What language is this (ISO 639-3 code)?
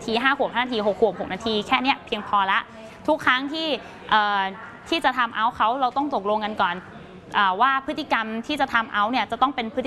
tha